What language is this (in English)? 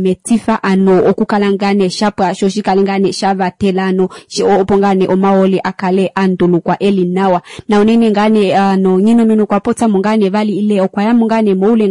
Kuanyama